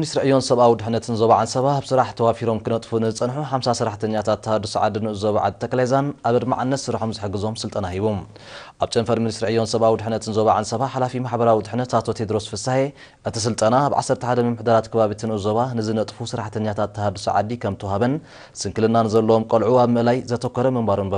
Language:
Tigrinya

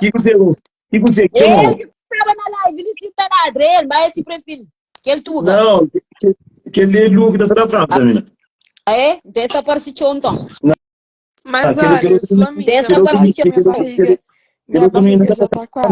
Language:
Kabuverdianu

